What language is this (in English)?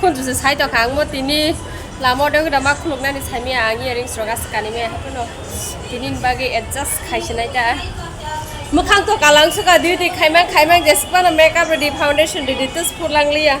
Kok Borok